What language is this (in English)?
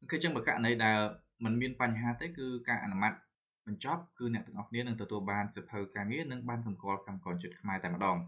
Khmer